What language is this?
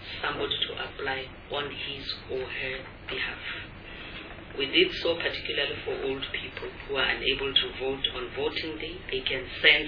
English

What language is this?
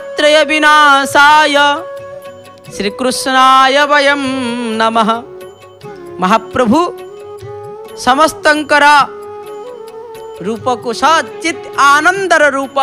Odia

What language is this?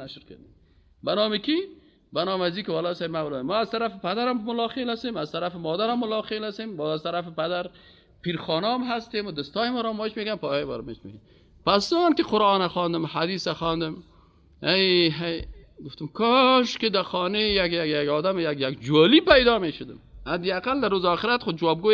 Persian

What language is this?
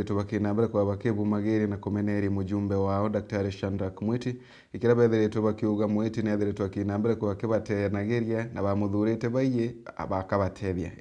Meru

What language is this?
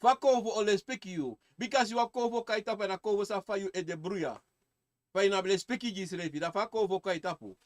Sranan Tongo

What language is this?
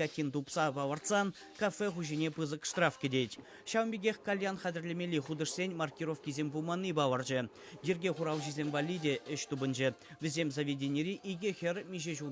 Chuvash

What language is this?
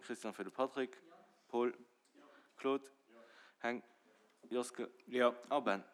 Luxembourgish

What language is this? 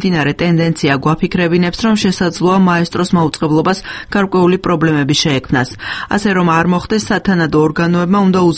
Georgian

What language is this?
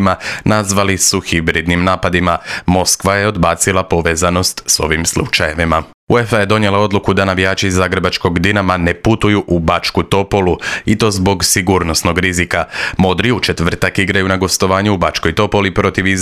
Croatian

